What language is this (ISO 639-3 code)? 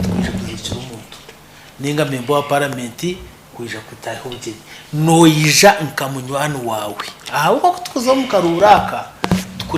nyn